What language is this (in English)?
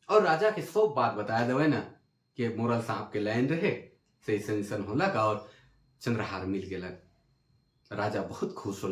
Sadri